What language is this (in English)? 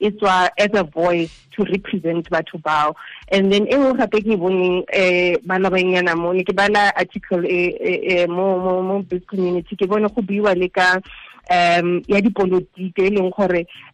Tswana